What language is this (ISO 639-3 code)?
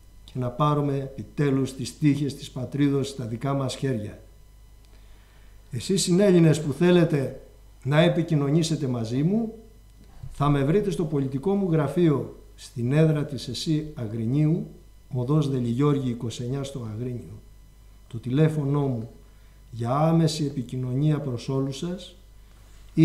ell